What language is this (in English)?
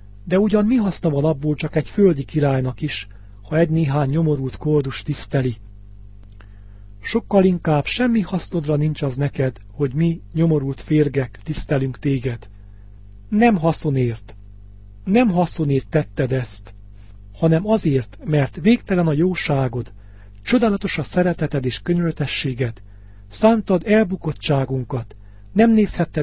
Hungarian